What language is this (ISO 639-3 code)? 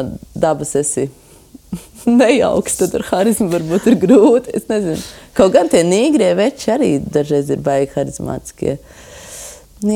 lav